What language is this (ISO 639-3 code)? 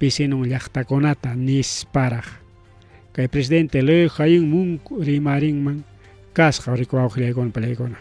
quy